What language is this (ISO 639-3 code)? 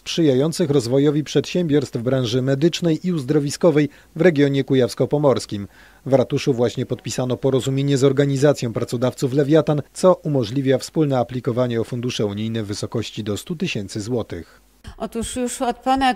pol